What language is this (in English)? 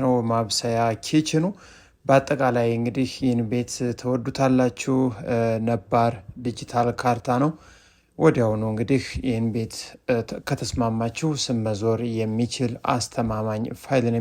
Amharic